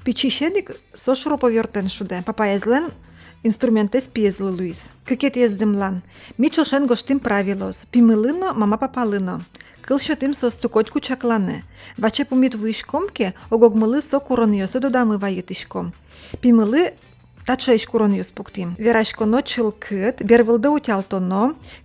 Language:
Udmurt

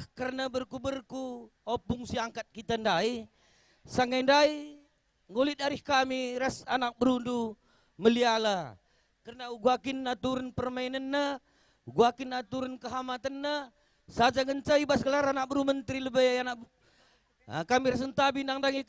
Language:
Batak Karo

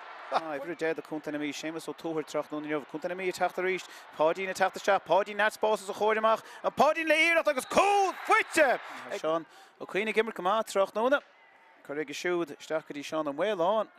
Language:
Irish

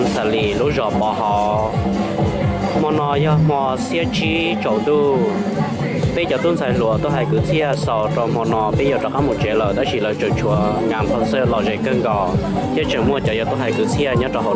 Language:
Hmong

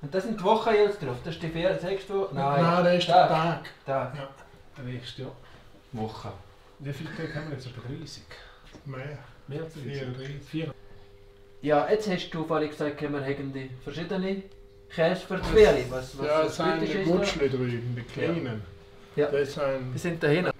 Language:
Swiss German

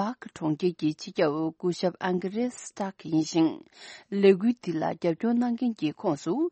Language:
Tibetan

